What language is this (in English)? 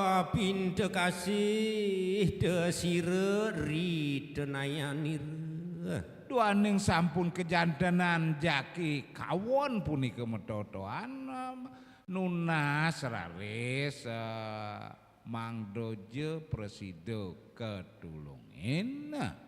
Balinese